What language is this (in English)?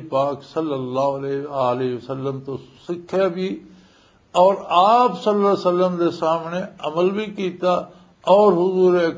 Western Panjabi